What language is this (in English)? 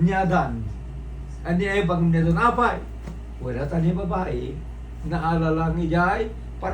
Iloko